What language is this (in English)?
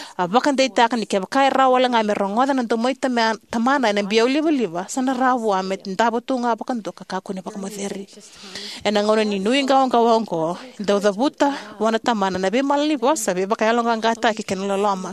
Fijian